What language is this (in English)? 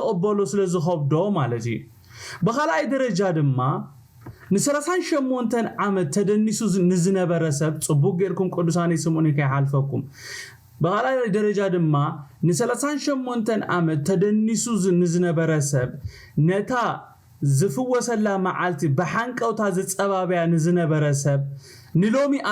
Tigrinya